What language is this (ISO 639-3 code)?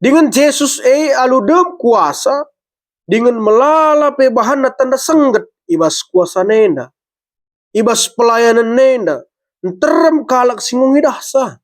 btx